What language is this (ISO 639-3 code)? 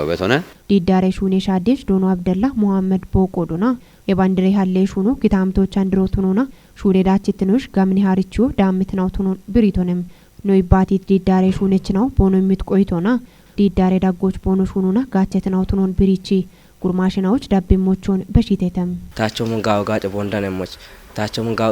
kbr